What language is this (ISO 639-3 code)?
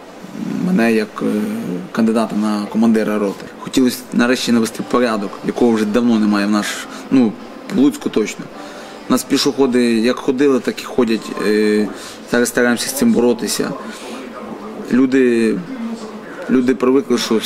ukr